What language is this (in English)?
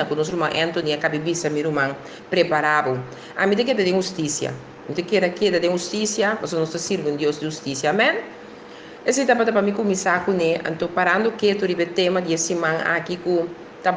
Papiamento